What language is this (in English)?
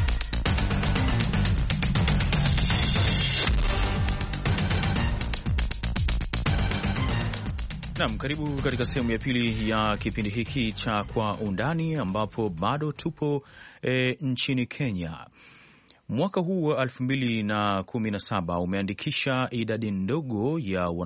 Swahili